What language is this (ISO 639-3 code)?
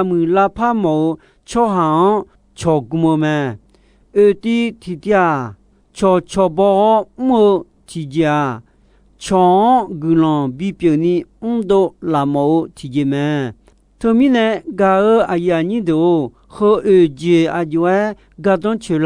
ahk